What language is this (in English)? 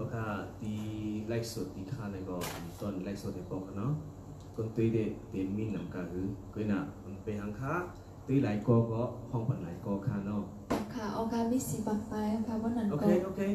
Shan